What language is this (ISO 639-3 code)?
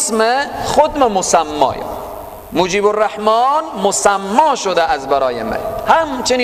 fas